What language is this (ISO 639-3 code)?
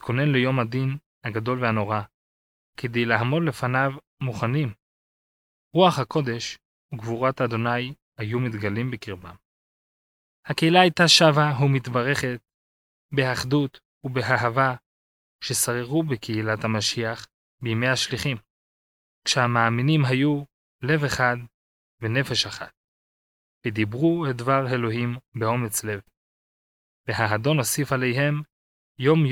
heb